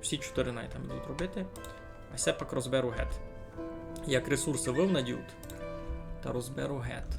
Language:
Rusyn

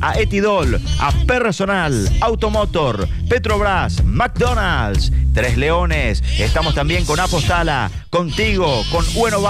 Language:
Spanish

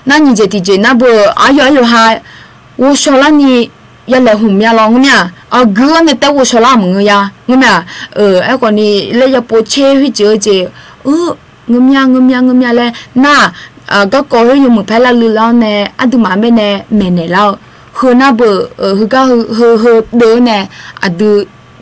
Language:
Akha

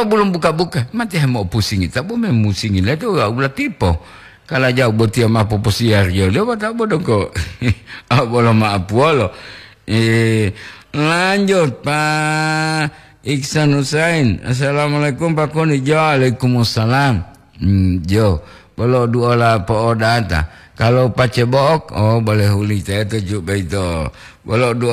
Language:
Gorontalo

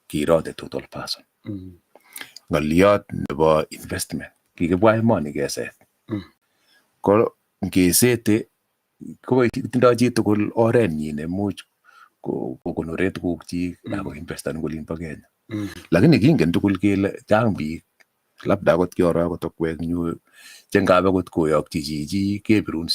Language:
Kalenjin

